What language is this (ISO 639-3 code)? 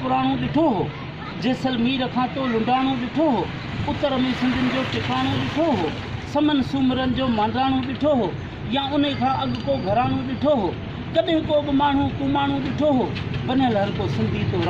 snd